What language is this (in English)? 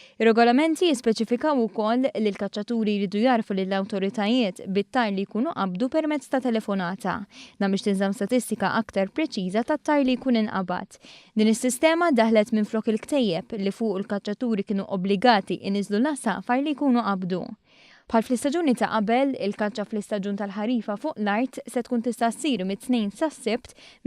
Maltese